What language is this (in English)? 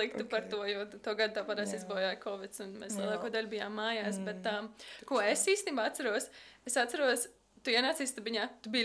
Latvian